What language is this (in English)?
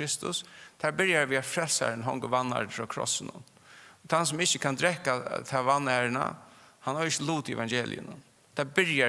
Faroese